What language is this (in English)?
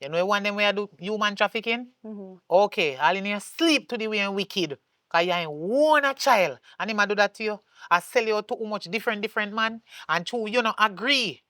Jamaican Creole English